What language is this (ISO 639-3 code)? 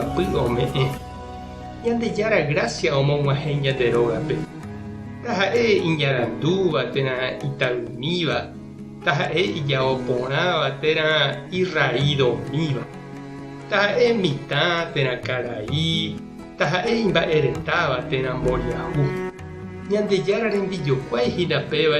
grn